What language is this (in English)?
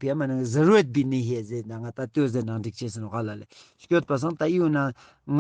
Ladakhi